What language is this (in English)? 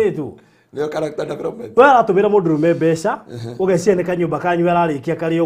Kikuyu